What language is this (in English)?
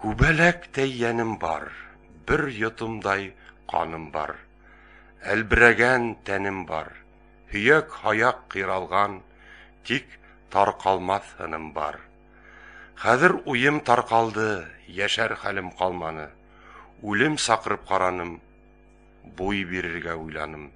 Bashkir